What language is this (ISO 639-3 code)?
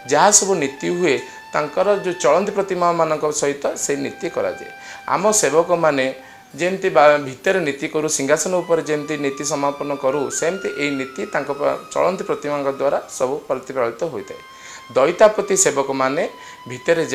ori